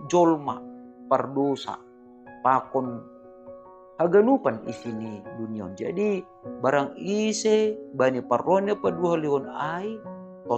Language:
Batak Simalungun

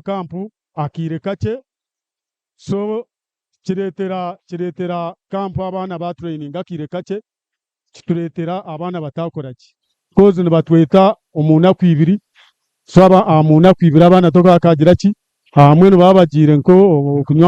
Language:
Nyankole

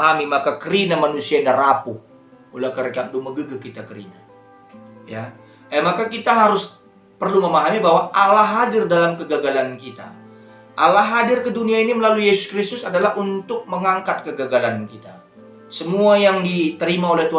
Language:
Batak Karo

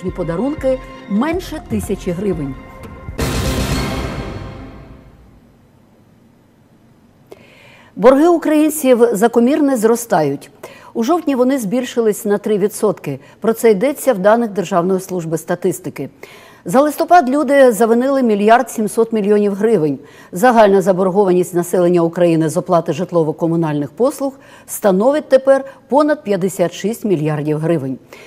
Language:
Ukrainian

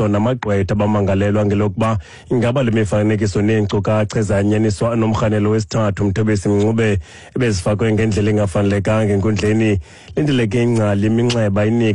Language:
Xhosa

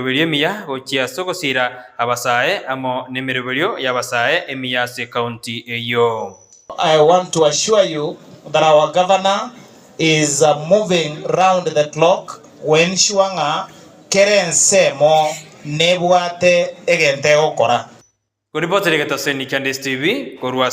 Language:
Gusii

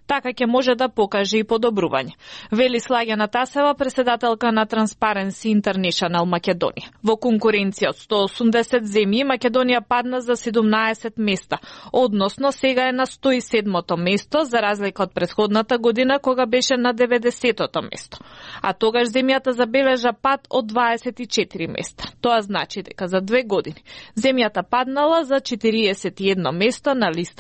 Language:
Macedonian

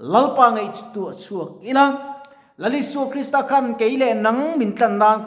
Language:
Mizo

